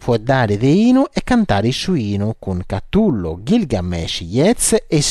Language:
Sardinian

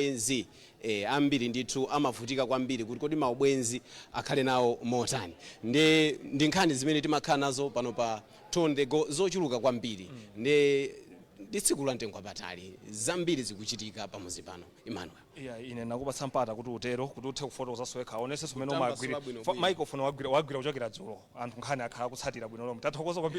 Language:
Nyanja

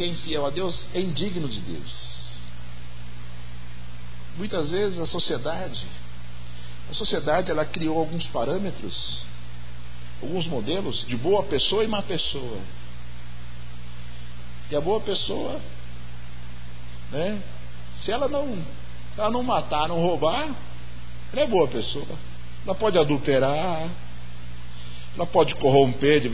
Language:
Portuguese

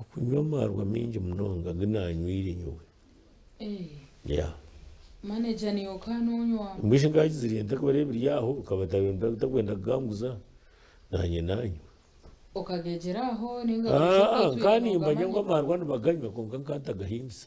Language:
Nyankole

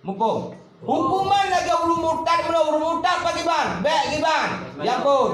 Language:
Achinese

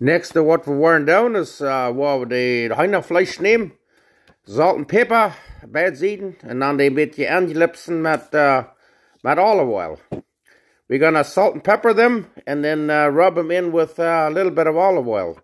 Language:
Plautdietsch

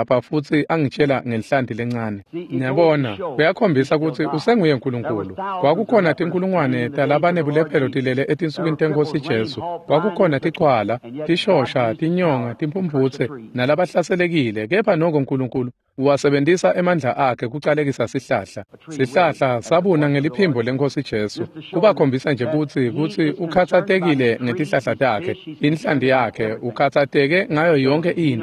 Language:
Swati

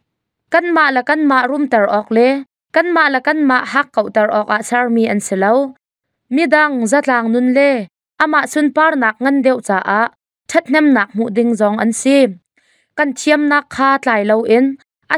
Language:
Hakha Chin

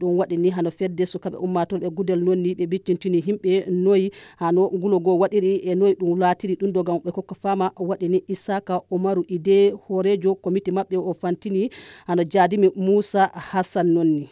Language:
Nigerian Fulfulde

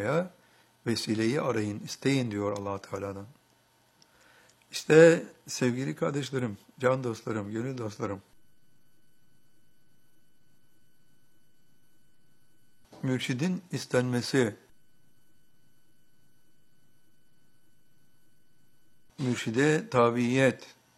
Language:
Turkish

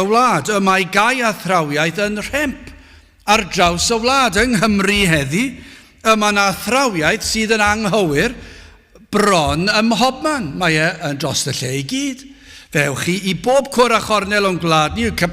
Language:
Welsh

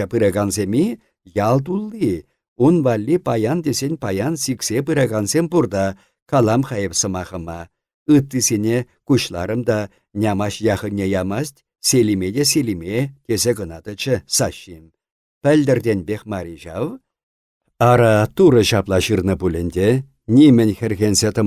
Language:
Chuvash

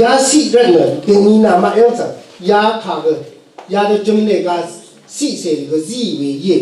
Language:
Rawang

